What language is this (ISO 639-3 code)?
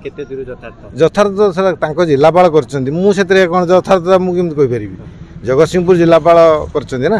ori